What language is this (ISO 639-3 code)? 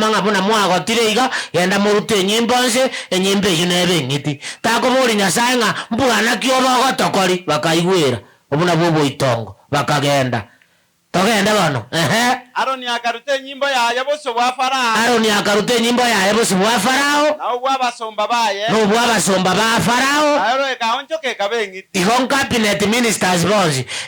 guz